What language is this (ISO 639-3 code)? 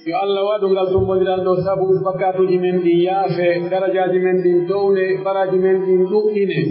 fuf